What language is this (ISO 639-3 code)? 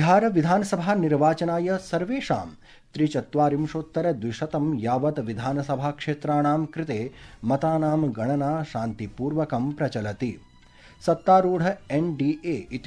san